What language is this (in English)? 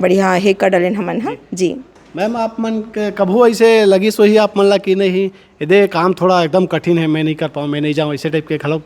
Chhattisgarhi